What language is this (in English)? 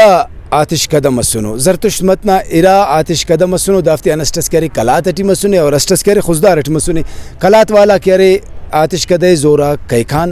Brahui